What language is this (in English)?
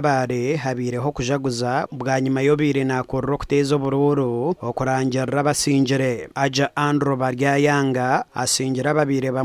Nyankole